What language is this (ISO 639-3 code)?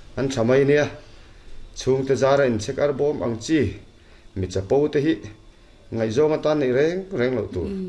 lus